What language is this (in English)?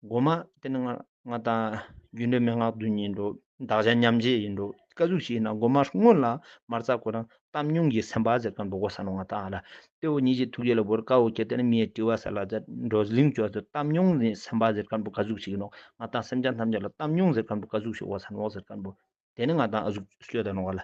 Ladakhi